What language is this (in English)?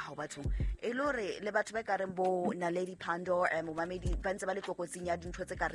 Southern Sotho